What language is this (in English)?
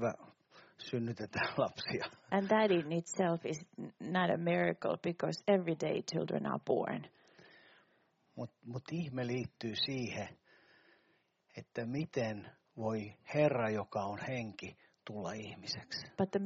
Finnish